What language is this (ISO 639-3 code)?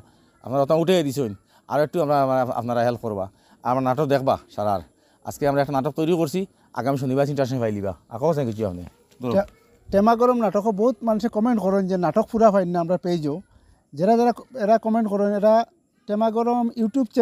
syl